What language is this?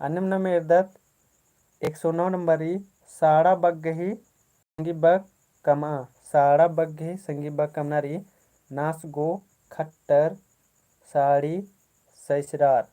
Kurukh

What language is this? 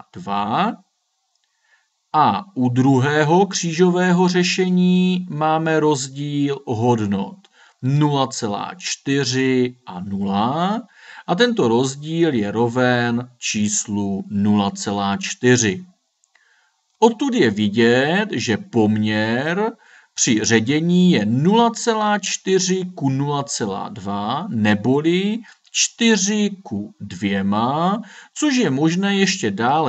Czech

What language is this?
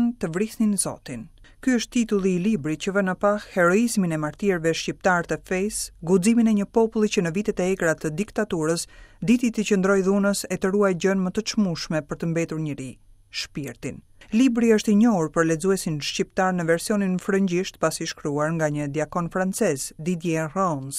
Albanian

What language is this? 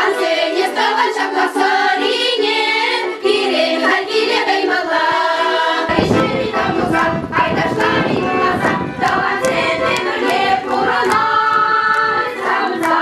Chuvash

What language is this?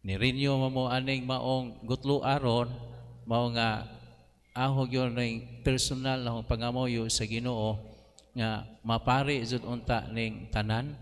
Cebuano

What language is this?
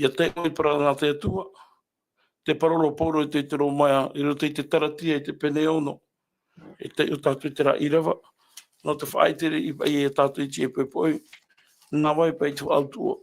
Tahitian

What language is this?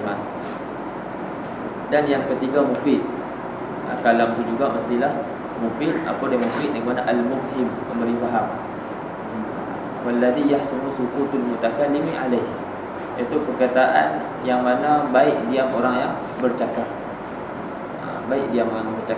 Malay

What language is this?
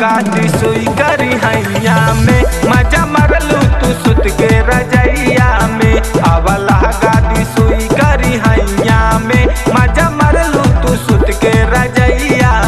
Bhojpuri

